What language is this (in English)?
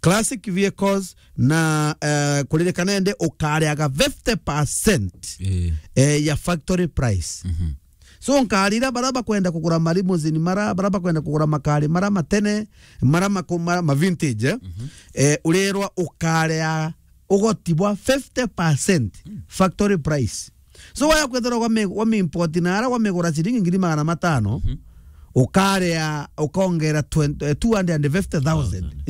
Meru